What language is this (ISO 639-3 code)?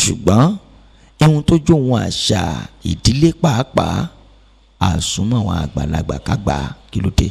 yor